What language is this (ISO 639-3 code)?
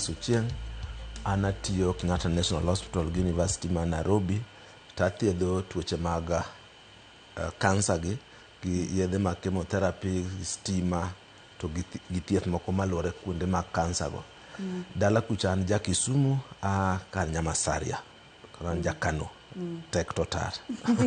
luo